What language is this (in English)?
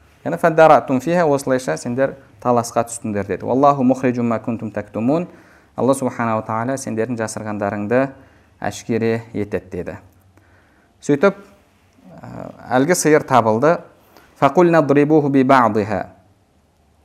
Kazakh